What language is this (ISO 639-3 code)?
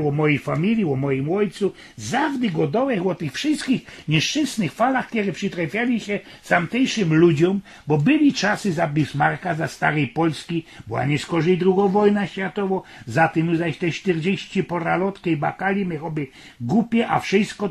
szl